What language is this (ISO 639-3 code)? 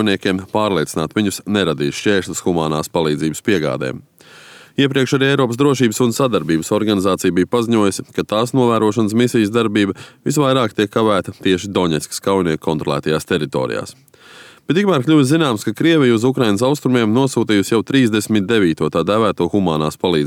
lav